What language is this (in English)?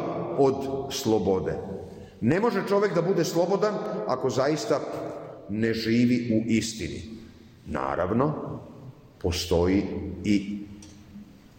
Serbian